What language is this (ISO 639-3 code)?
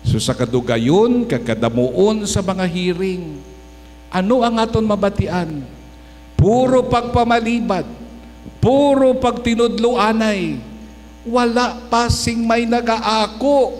hil